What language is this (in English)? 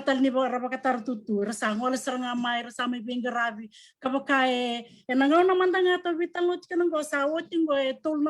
Fijian